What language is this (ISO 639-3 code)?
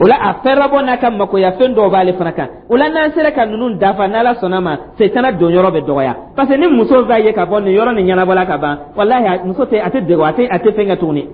dyu